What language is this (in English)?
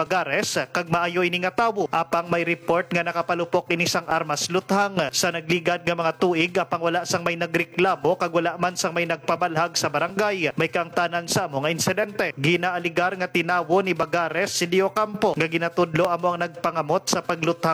Hiligaynon